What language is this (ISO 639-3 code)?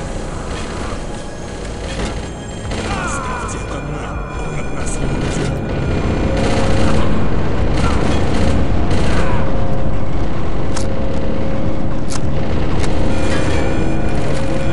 rus